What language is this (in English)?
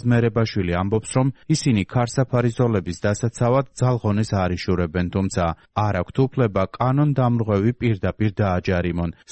Georgian